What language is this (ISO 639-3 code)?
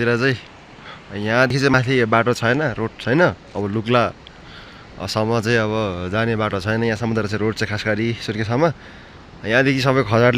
nep